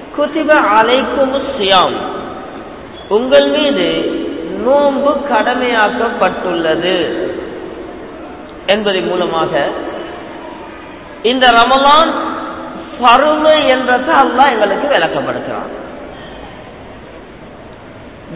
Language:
Tamil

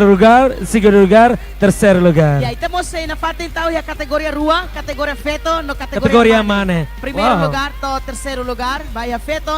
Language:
Tetum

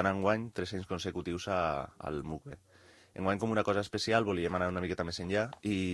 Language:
Catalan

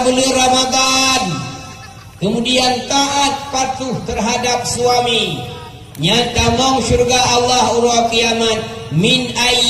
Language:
Achinese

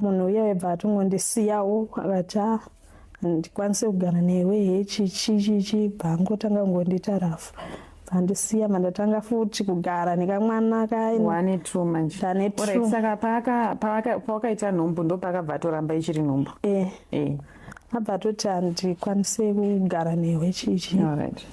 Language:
Shona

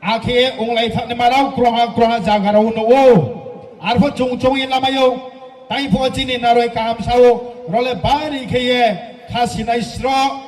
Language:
Riang (India)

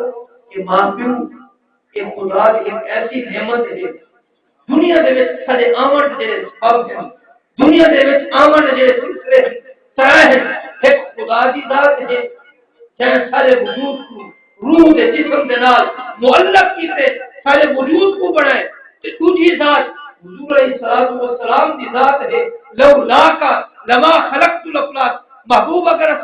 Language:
Saraiki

